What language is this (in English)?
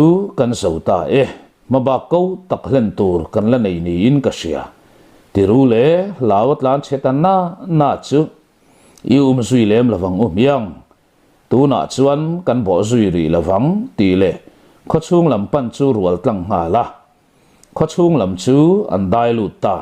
Mizo